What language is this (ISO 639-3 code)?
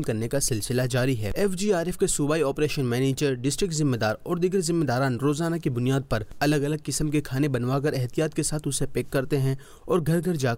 urd